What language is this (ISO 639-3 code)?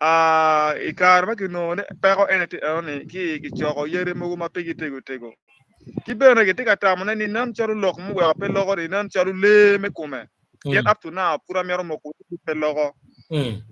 ach